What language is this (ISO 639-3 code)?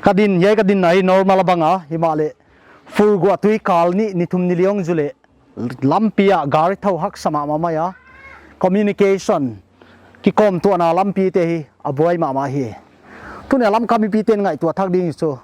pck